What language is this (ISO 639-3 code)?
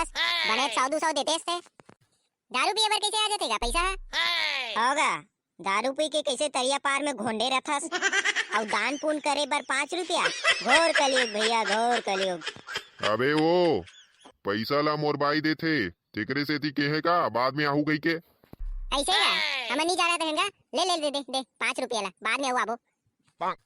hne